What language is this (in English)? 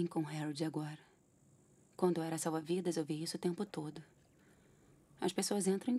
Portuguese